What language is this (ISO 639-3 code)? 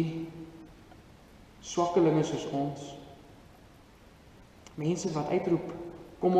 afr